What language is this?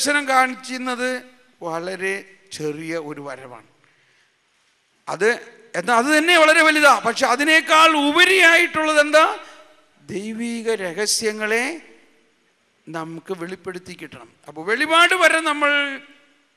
Malayalam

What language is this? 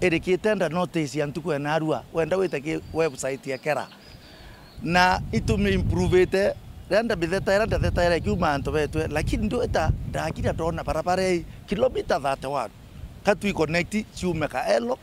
Meru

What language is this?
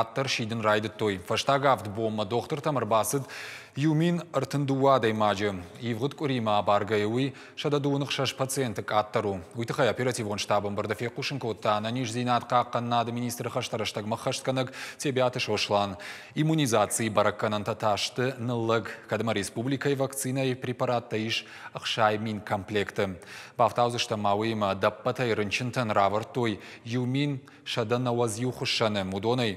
Ossetic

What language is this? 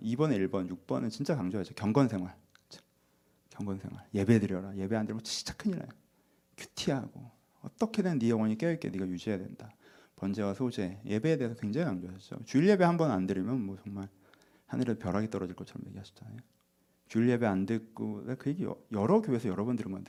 Korean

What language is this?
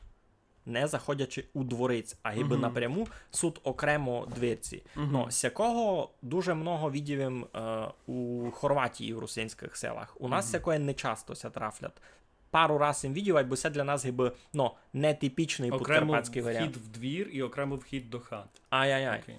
Rusyn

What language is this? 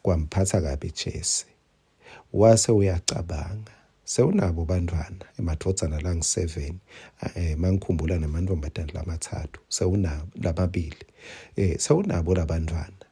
Swati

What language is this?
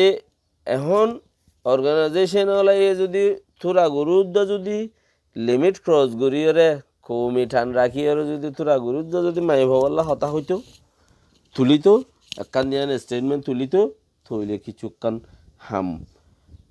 Rohingya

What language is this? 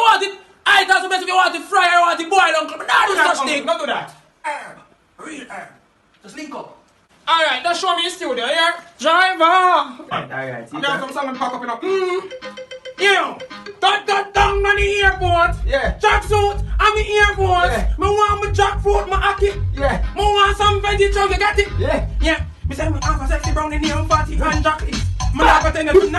Jamaican Creole English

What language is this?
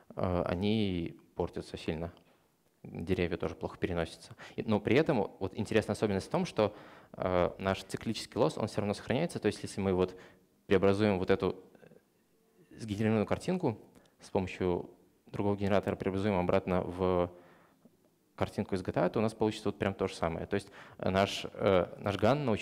Russian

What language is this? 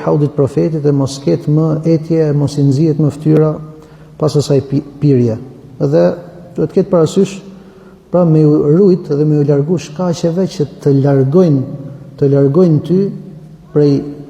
Albanian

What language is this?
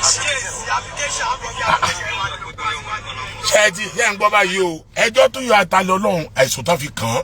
Yoruba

